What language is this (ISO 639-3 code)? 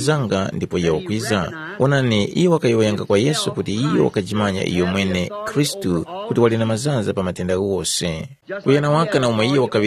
tum